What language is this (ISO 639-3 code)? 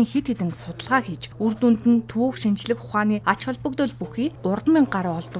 mon